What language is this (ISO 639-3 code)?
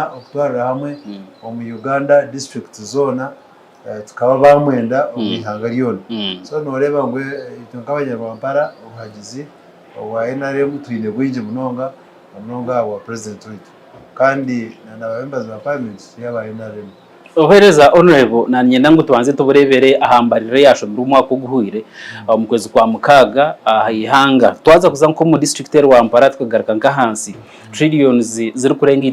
nyn